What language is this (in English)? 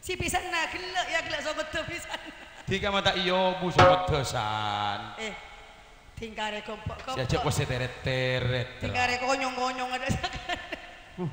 Madurese